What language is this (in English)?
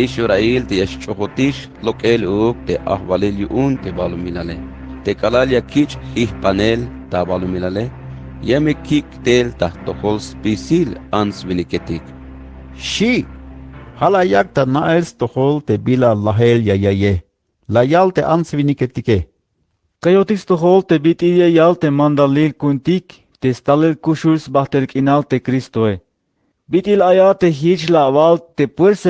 Tzeltal